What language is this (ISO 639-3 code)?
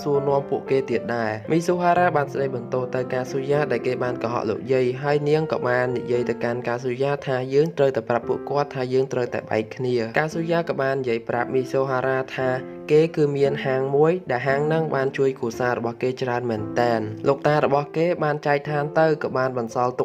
khm